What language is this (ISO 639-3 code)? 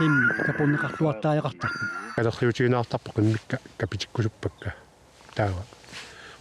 kal